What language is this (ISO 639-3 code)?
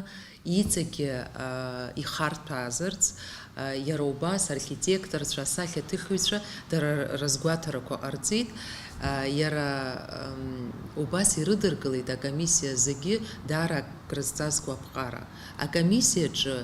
abk